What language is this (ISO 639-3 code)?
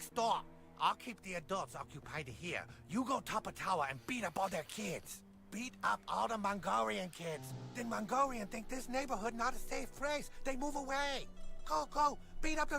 gsw